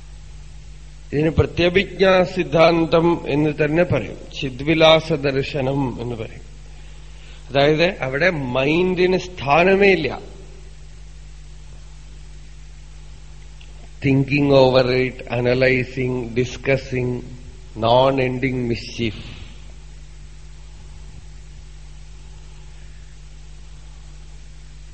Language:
Malayalam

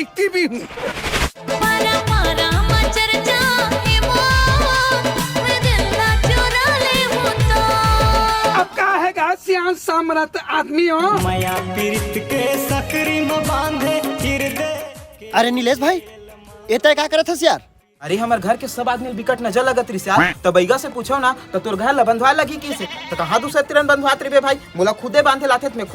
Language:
Chhattisgarhi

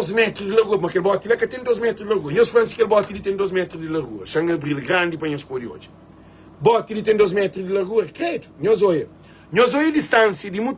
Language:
Kabuverdianu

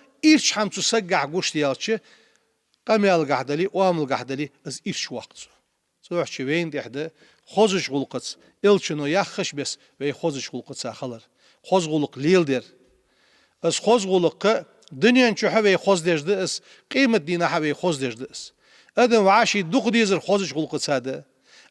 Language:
Ingush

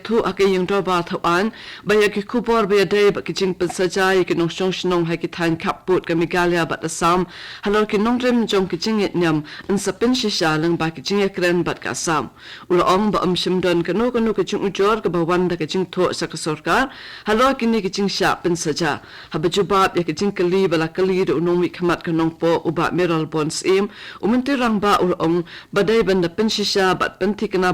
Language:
Khasi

